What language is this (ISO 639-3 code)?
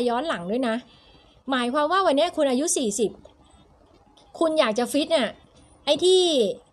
tha